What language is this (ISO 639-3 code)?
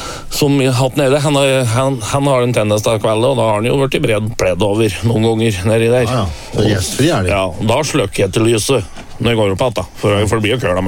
nor